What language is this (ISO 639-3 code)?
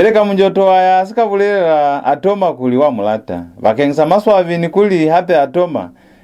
loz